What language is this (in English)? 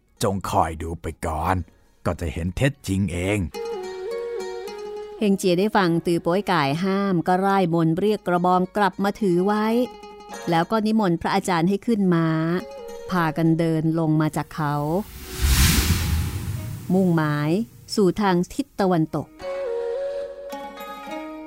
Thai